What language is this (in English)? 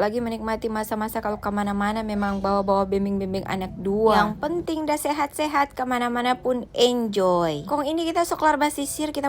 Manado Malay